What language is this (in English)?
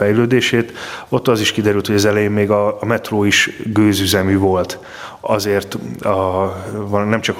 Hungarian